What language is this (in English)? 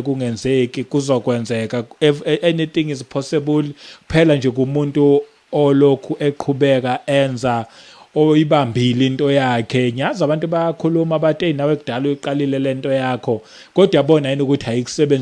Zulu